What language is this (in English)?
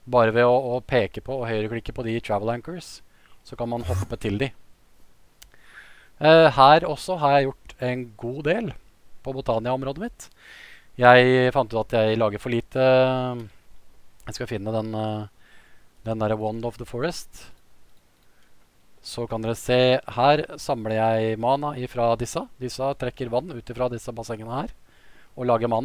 Norwegian